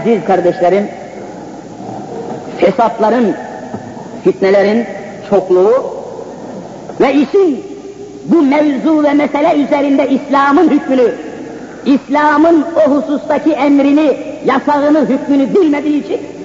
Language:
Turkish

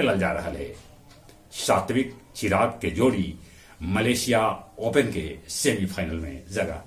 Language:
Magahi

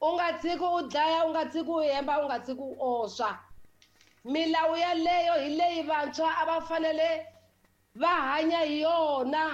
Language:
Tsonga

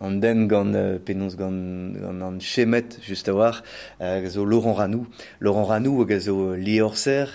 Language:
Breton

